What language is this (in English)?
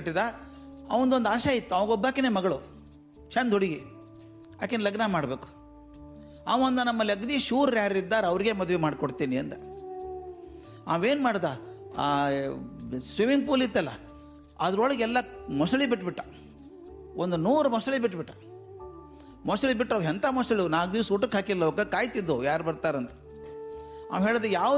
Kannada